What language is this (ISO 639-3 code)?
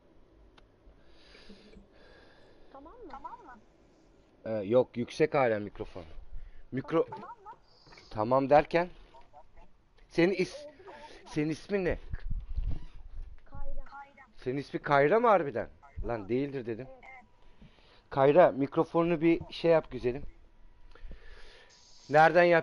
tur